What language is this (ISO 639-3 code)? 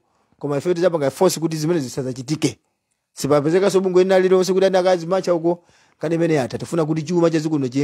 nya